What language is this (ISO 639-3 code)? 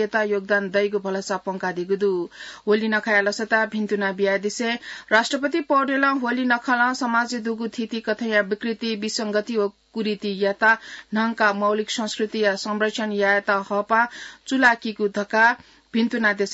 new